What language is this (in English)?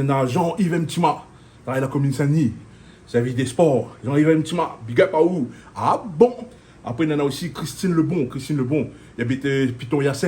Réunion Creole French